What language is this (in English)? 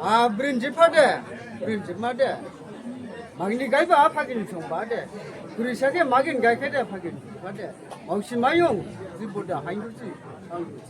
Dimasa